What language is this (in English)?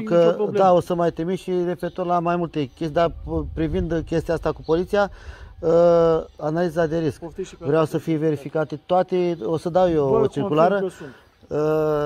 Romanian